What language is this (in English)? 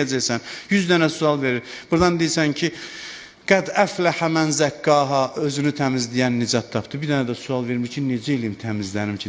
Azerbaijani